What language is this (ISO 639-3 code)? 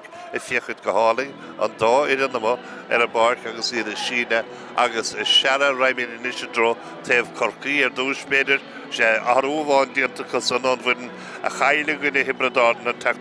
gle